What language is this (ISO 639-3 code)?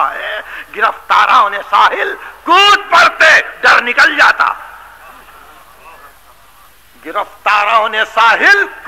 urd